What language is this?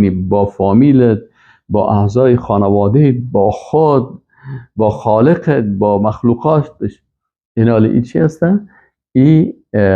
Persian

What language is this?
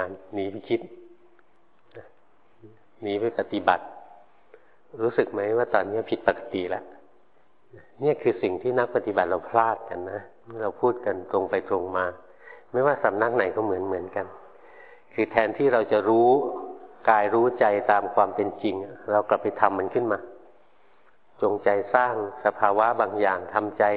Thai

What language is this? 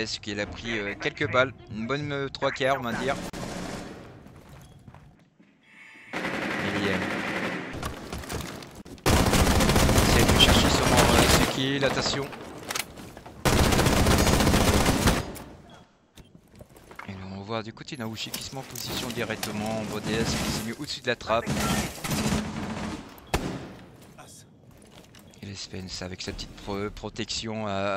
French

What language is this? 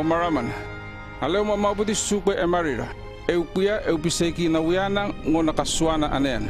North Efate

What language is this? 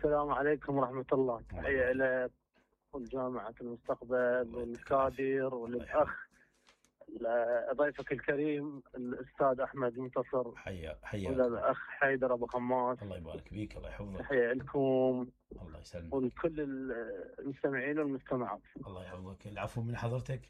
Mesopotamian Arabic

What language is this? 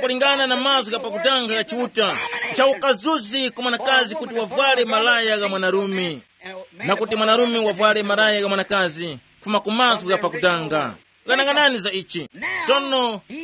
Tumbuka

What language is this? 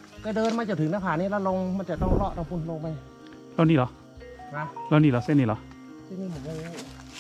Thai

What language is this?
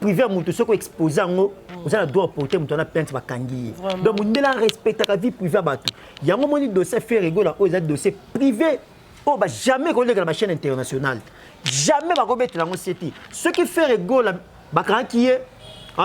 Lingala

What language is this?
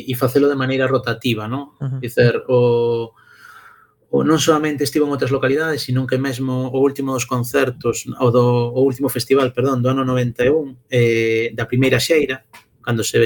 Galician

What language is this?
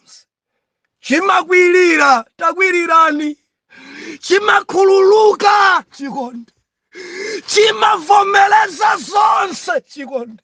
Nyanja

